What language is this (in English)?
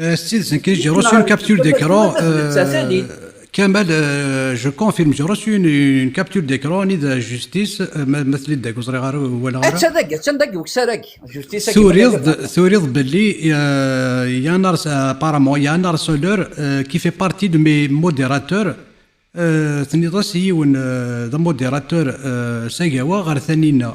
Kabyle